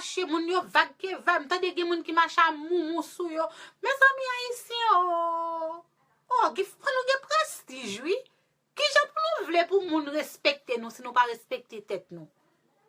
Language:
Haitian Creole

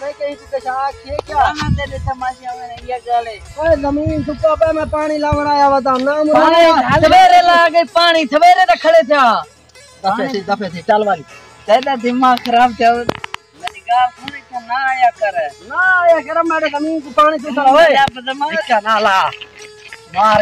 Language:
Saraiki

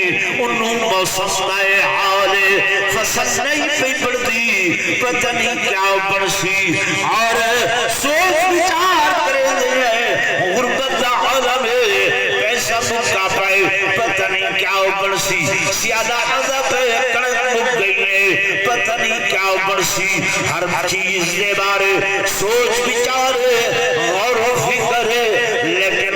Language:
Saraiki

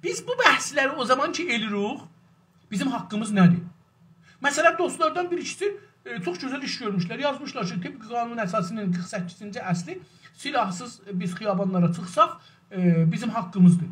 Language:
South Azerbaijani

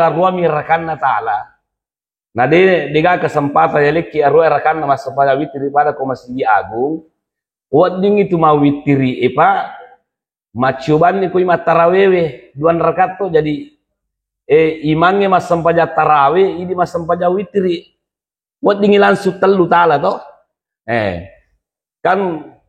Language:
Buginese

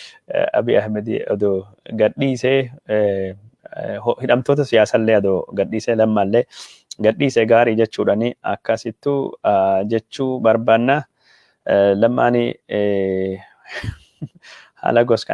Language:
Oromo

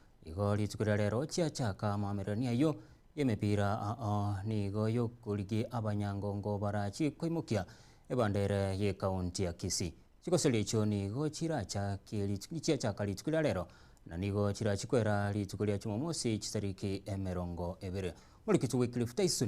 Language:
Gusii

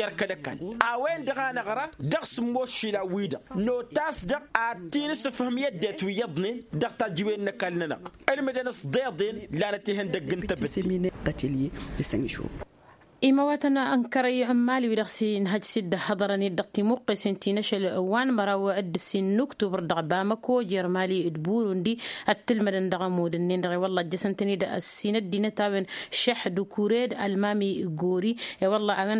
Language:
Tamasheq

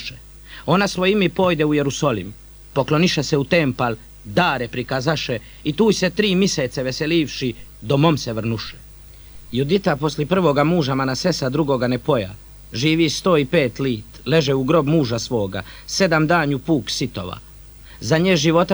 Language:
Bosnian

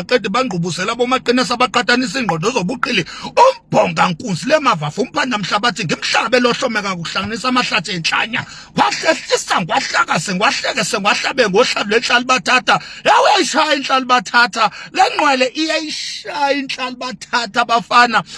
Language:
Zulu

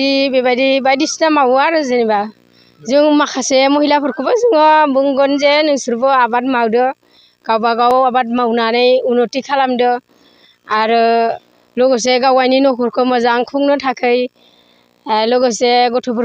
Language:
Bodo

